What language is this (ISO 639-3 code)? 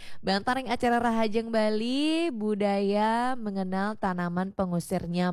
ban